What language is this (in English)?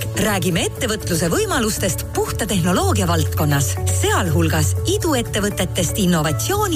Estonian